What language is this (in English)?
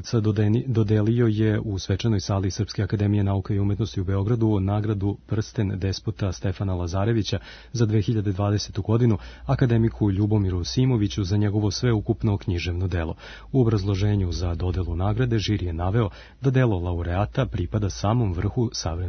Serbian